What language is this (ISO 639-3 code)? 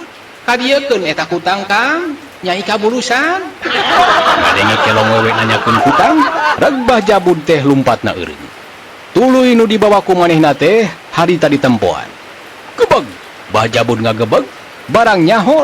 sun